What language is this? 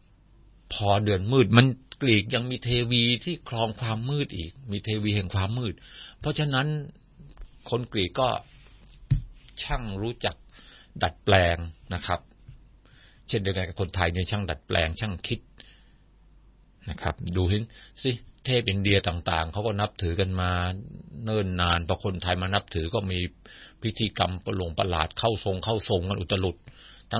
Thai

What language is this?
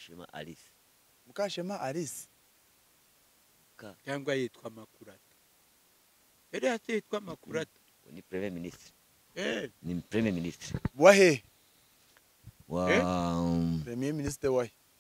Kinyarwanda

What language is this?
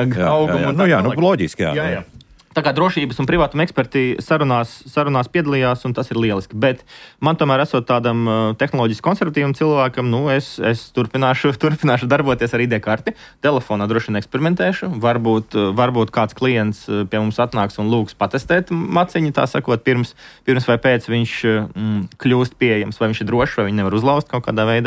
Latvian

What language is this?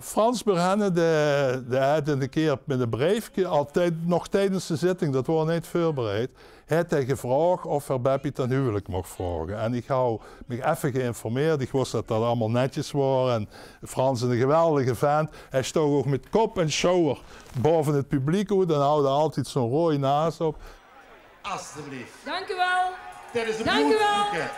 Limburgish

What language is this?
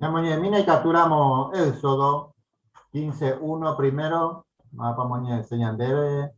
Guarani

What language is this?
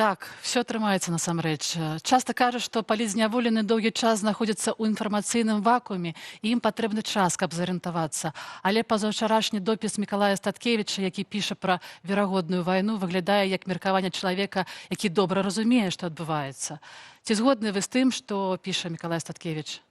Belarusian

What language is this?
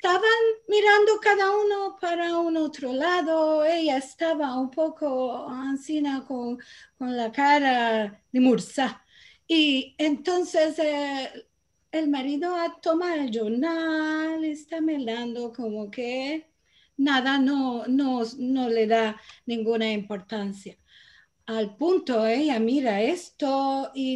Ladino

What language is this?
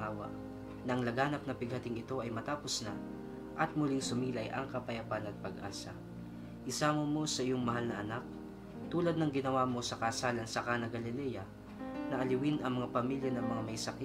Filipino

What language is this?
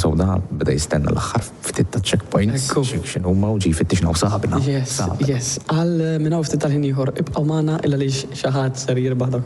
Maltese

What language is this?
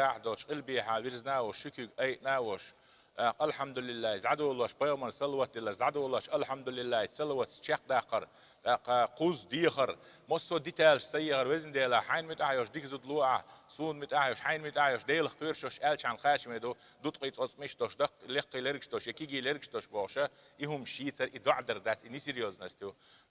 Chechen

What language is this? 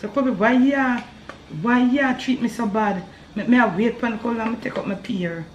Jamaican Creole English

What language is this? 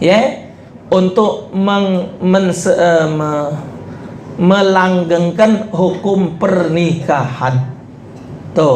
Musi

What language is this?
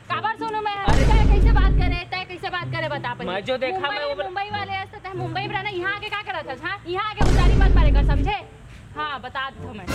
Chhattisgarhi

